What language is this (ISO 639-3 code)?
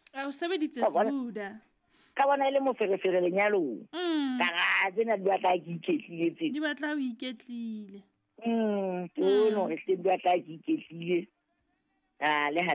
sot